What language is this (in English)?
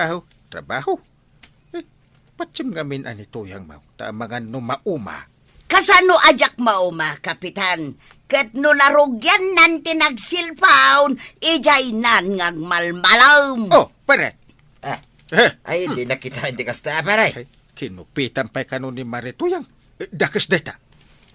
Iloko